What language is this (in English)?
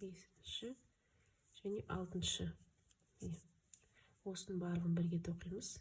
Kazakh